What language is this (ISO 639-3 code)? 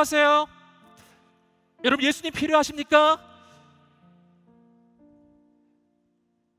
kor